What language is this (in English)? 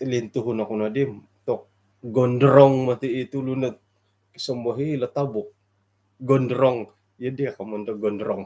Central Dusun